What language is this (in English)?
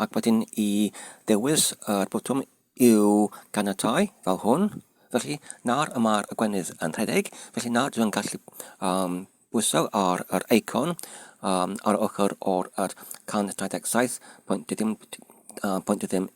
Welsh